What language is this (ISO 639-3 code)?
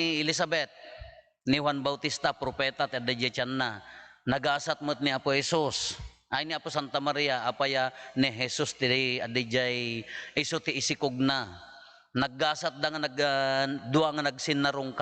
ilo